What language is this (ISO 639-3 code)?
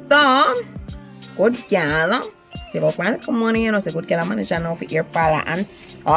jam